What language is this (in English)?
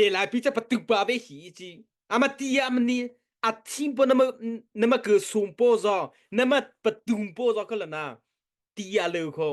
Mara Chin